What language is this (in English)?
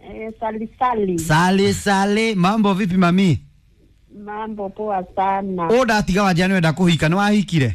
Kikuyu